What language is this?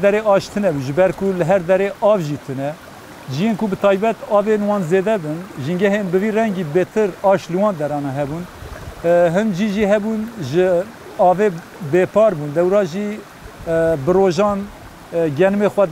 Kurdish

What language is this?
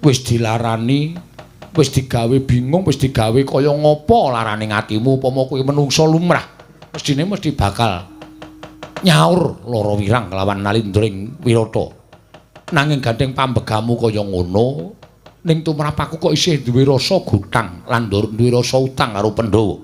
Javanese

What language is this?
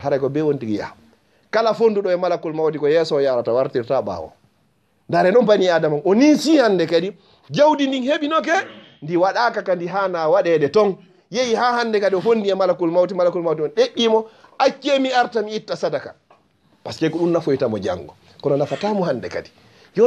Fula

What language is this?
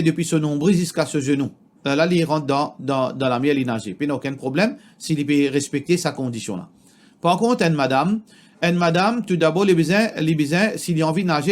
Morisyen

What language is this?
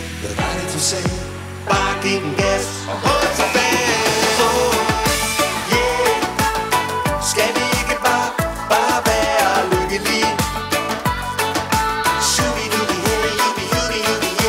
Danish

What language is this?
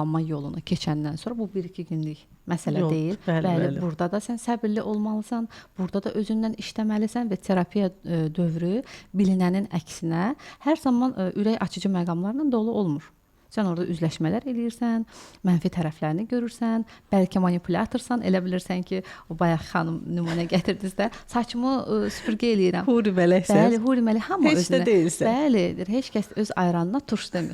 Azerbaijani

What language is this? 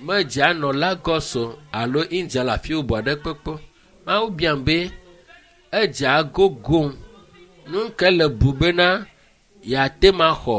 Ewe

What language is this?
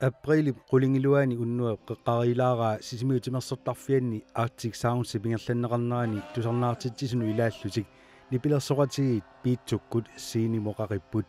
Kalaallisut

